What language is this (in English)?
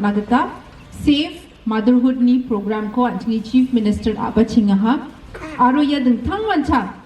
Garo